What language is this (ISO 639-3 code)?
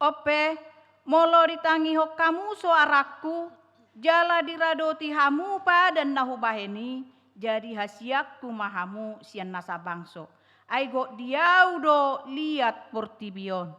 bbc